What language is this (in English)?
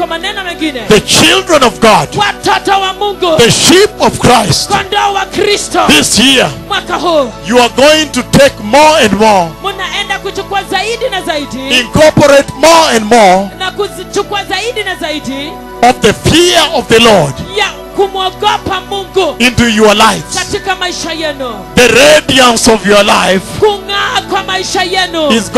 Swahili